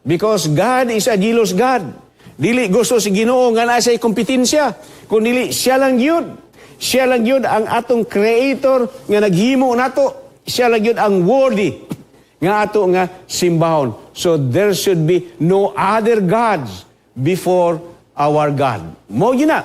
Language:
Cebuano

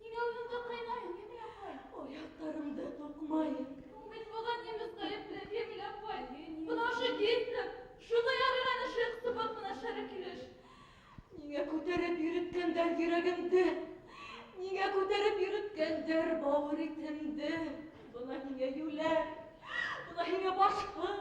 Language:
Bashkir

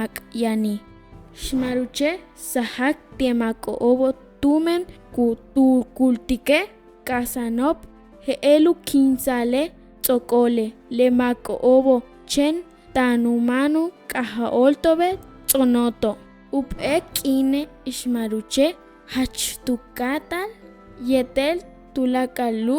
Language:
Yucateco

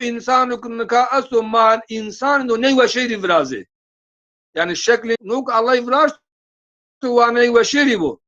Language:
Zaza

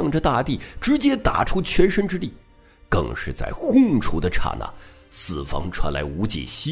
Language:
Chinese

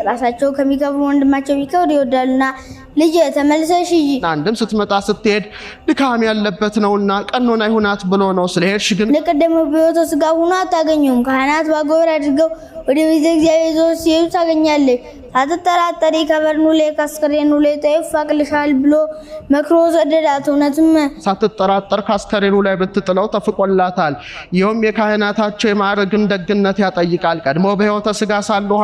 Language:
Amharic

